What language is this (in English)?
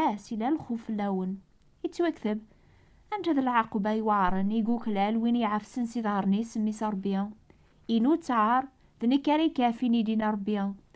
Kabyle